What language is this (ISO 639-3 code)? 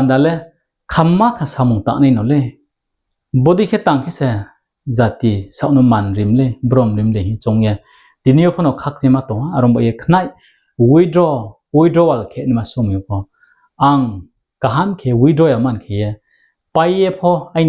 ria